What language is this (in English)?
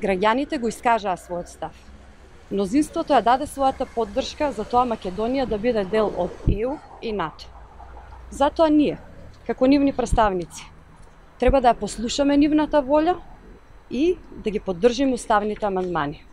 Macedonian